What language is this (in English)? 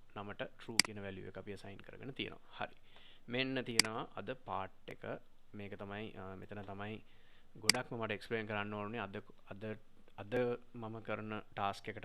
Sinhala